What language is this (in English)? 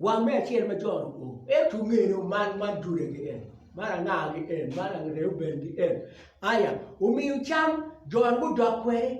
Acoli